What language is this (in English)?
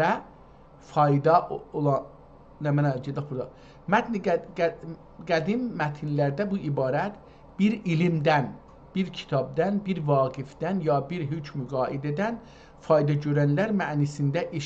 South Azerbaijani